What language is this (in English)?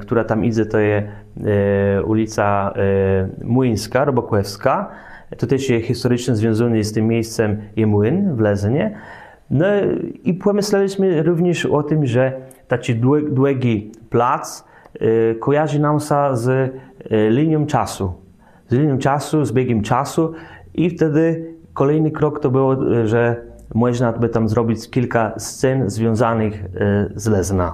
Kashubian